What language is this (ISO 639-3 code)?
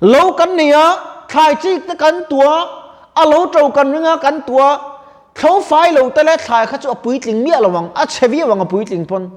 lus